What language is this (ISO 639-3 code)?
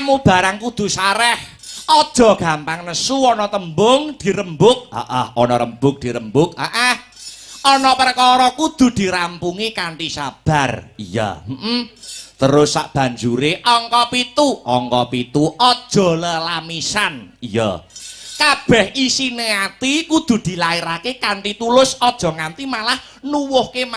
jav